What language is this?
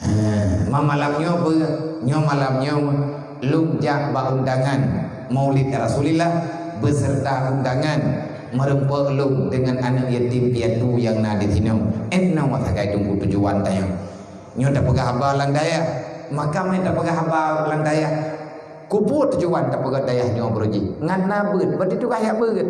Achinese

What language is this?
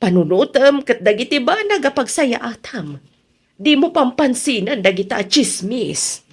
Iloko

